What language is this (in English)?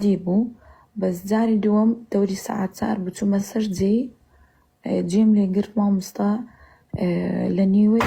Central Kurdish